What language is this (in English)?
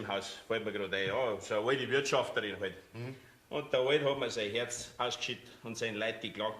Bavarian